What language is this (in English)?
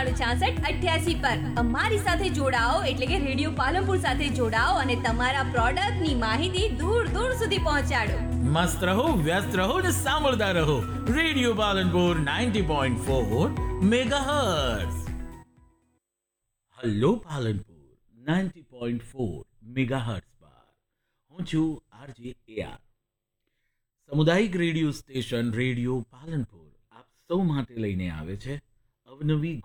Gujarati